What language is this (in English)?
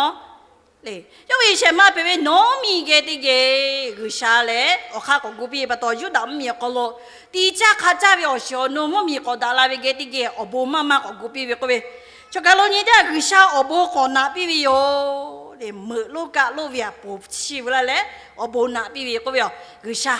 Lahu